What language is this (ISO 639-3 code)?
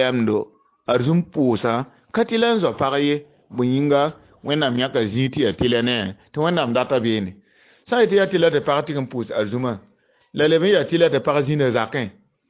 mos